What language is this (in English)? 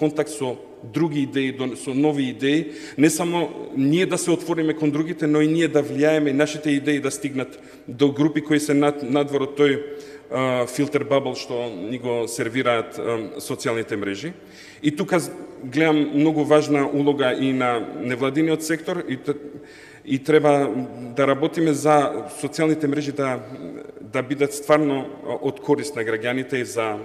Macedonian